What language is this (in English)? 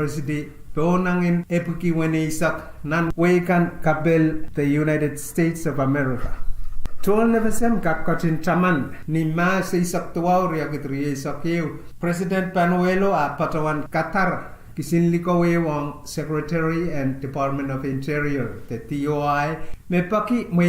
Pohnpeian